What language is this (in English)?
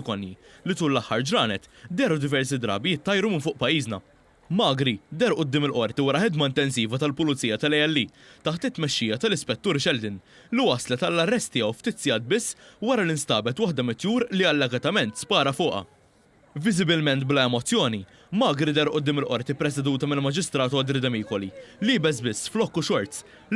Maltese